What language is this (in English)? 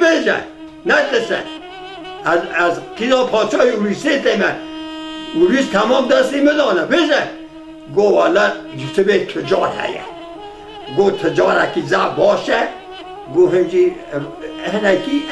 Kurdish